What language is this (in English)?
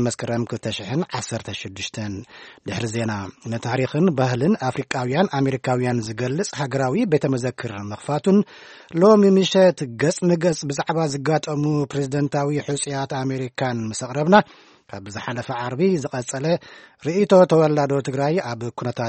Tigrinya